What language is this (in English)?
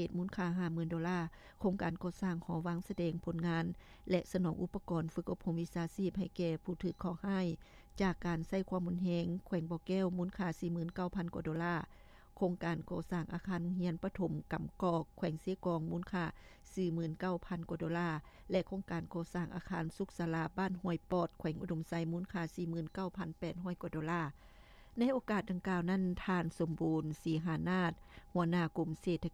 Lao